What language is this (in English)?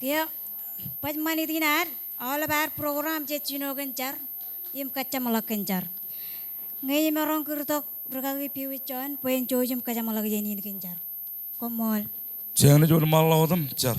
Marshallese